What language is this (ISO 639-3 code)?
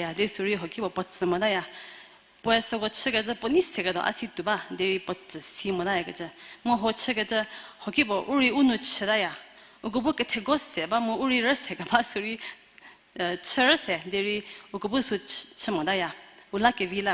njm